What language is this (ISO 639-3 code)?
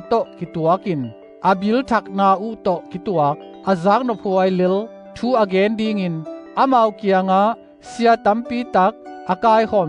ctd